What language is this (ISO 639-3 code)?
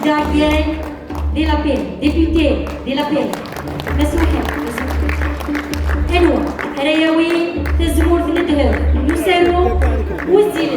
kab